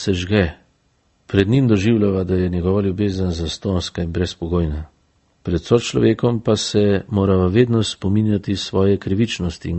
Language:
Slovenian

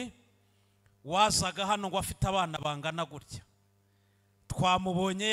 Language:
Kinyarwanda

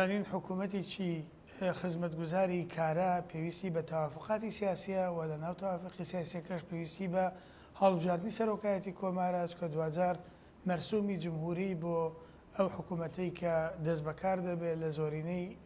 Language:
Central Kurdish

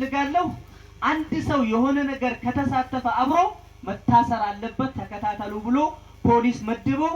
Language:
Amharic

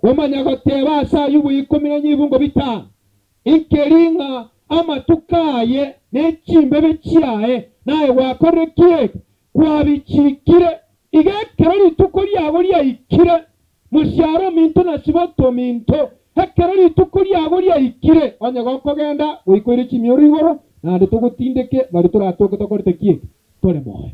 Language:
Gusii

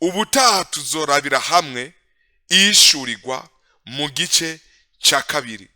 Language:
Rundi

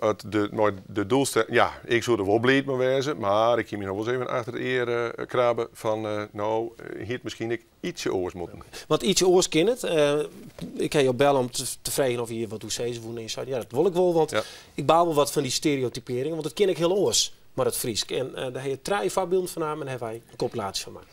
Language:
Western Frisian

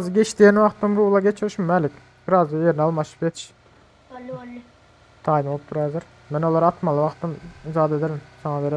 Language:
Turkmen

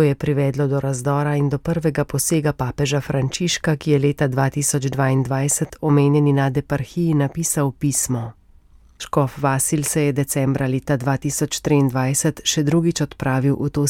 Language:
Slovenian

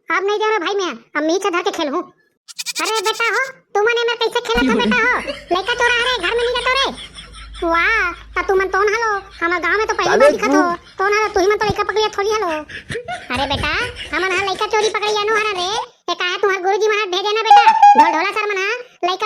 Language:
Chhattisgarhi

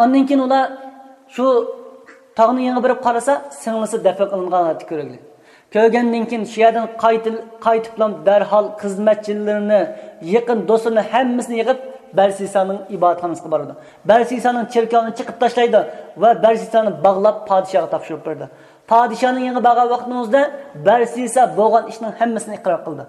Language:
Uyghur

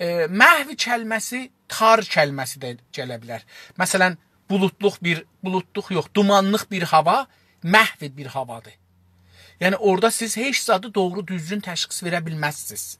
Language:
South Azerbaijani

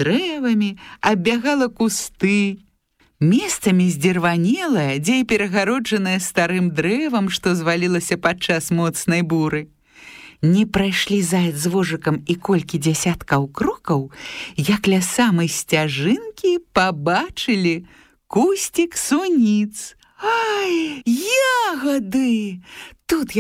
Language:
Belarusian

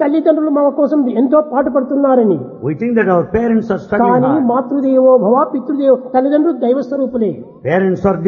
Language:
Telugu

